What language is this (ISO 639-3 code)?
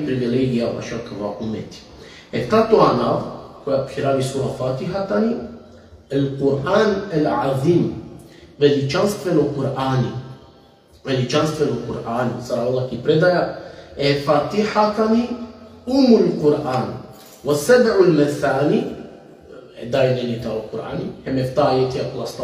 rmn